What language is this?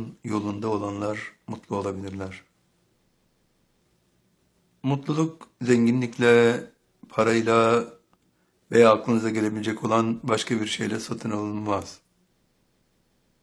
Turkish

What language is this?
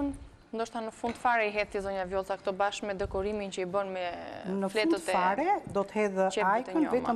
Albanian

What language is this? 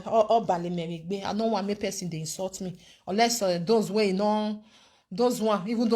Nigerian Pidgin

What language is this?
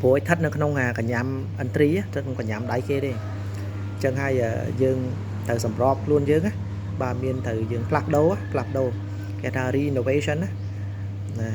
Khmer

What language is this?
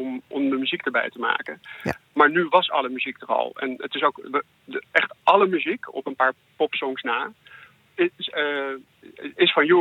Dutch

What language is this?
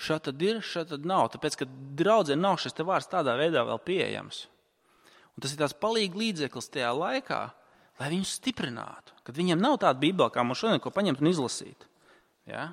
Latvian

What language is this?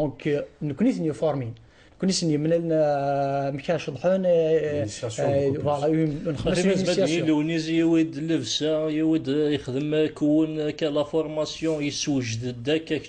Kabyle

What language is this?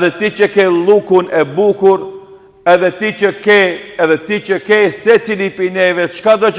Albanian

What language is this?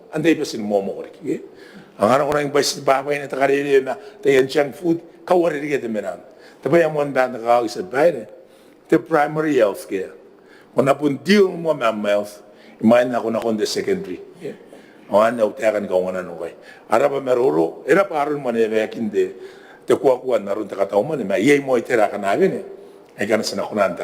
Gilbertese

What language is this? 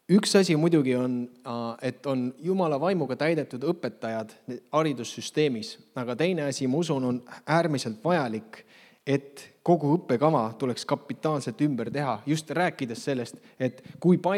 Estonian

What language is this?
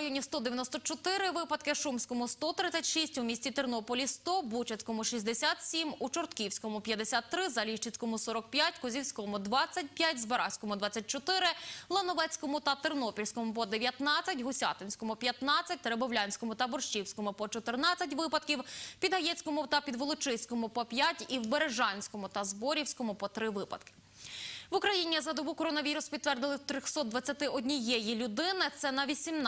Ukrainian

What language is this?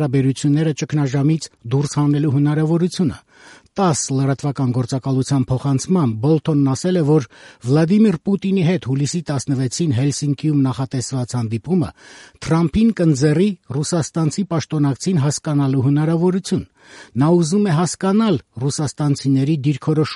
Armenian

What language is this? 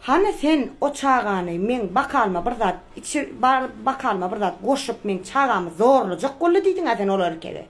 Turkmen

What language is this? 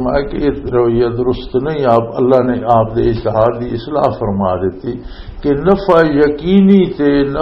Western Panjabi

